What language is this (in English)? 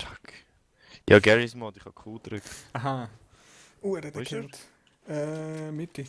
Swiss German